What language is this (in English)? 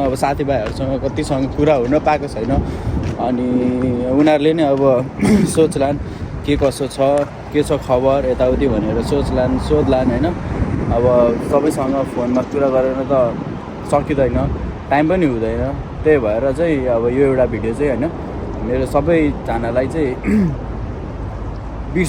Nepali